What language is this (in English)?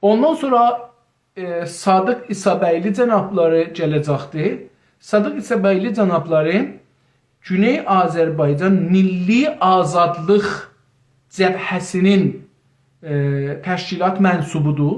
South Azerbaijani